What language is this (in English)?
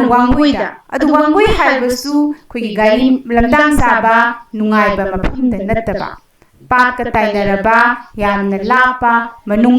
Manipuri